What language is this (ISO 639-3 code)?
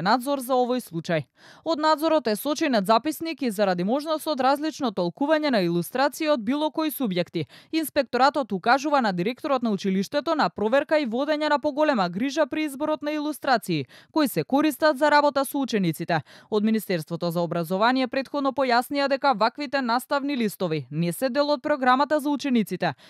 mkd